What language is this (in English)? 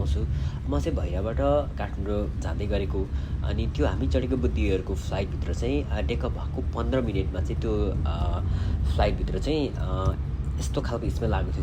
Nepali